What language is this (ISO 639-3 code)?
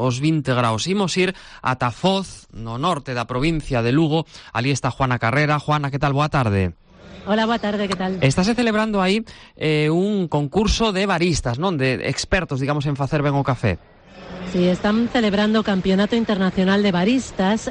glg